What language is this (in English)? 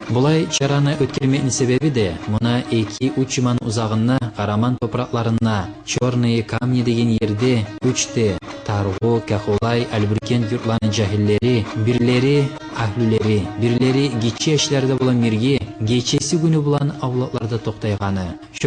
Kumyk